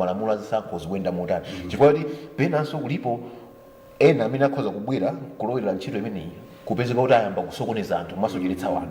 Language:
Nyanja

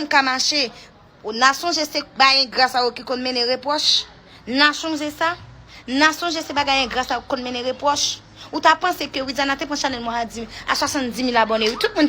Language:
Haitian Creole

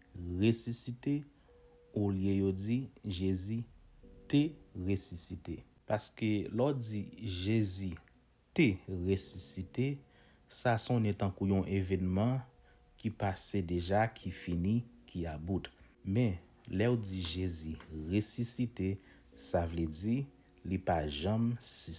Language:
Haitian Creole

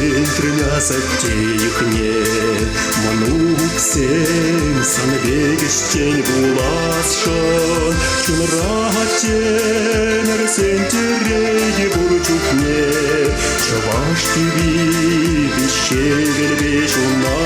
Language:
Chuvash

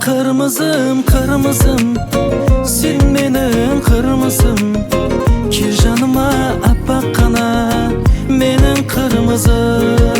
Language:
Kara-Kalpak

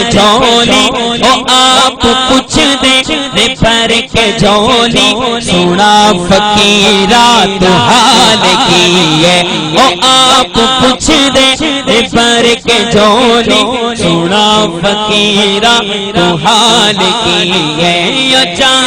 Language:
Saraiki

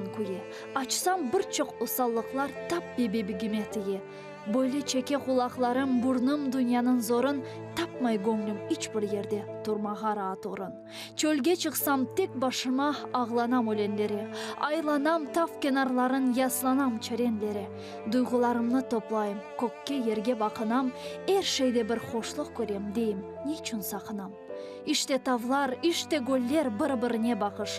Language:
Crimean Tatar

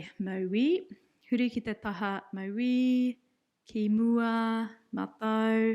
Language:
Māori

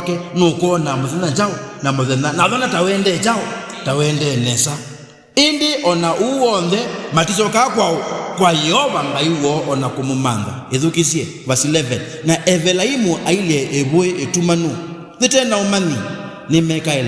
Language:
Kamba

